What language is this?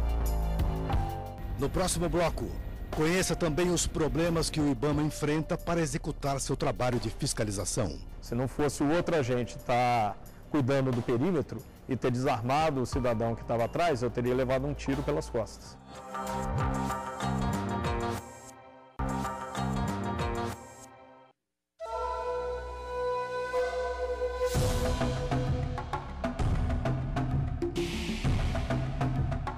Portuguese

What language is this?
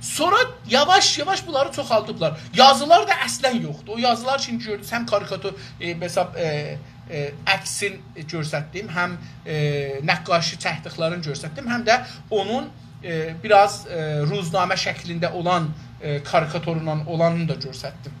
South Azerbaijani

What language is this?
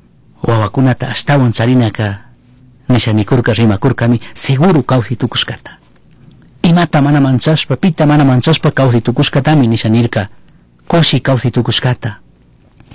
Chimborazo Highland Quichua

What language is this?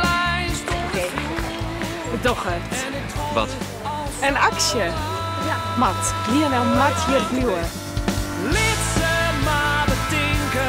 Western Frisian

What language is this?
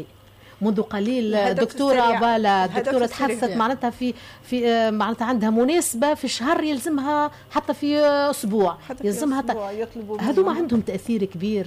Tunisian Arabic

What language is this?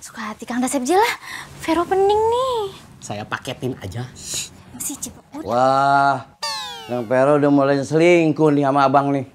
Betawi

